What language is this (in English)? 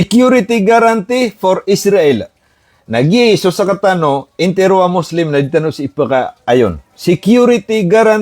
Maranao